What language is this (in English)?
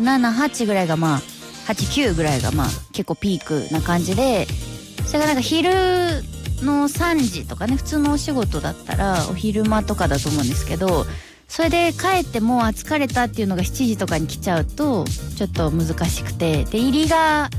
Japanese